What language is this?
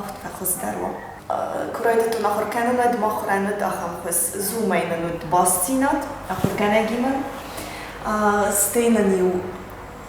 Ossetic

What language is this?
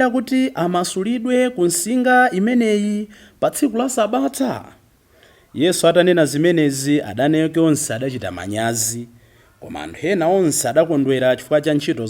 Nyanja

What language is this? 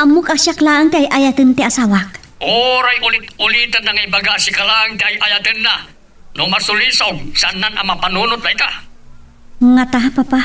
Iloko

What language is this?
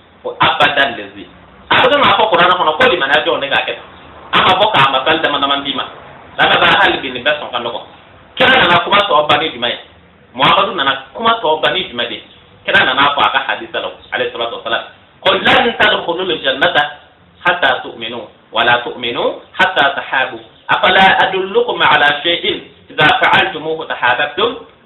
Bambara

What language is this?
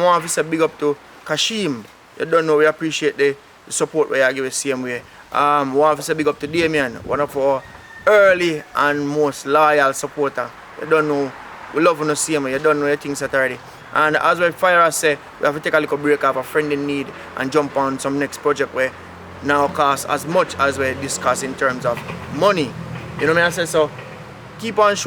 Jamaican Creole English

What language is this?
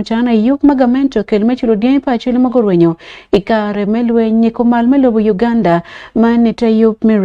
Acoli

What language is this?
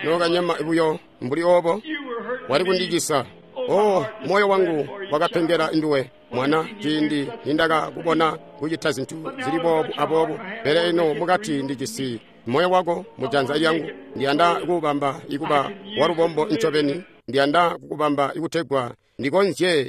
Tonga (Zambia)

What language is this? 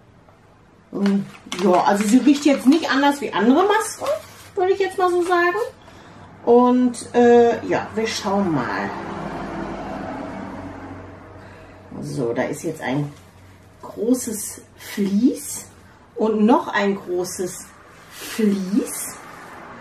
German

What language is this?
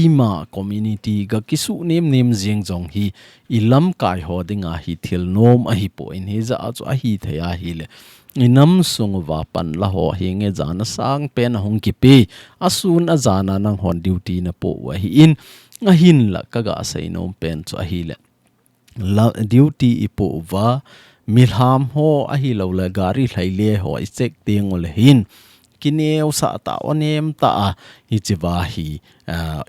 Thado Chin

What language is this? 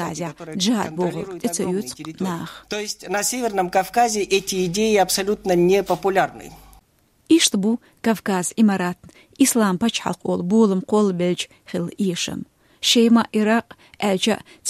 Chechen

